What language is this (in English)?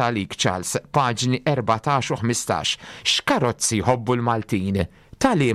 Maltese